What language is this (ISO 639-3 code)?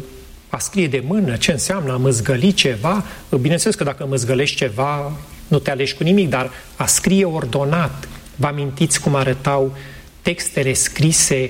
ron